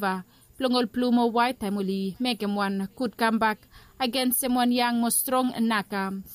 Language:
Bislama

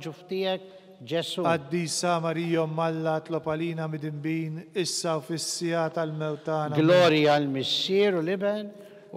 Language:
Maltese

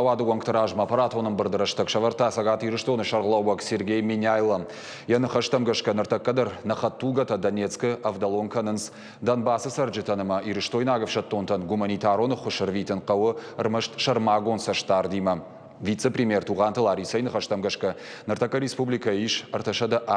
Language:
Ossetic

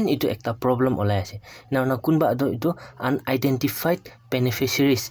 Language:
Naga Pidgin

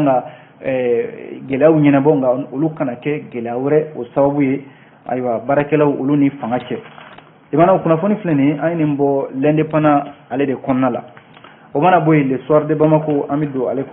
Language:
Bambara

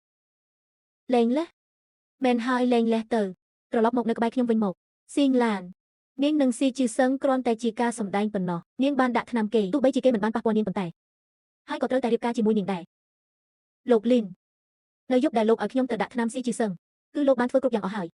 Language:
Khmer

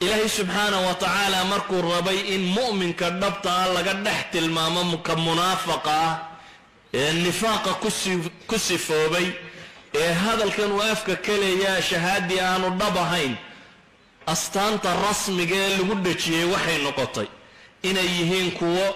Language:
Somali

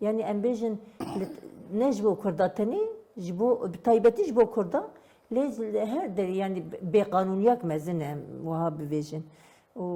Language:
Kurdish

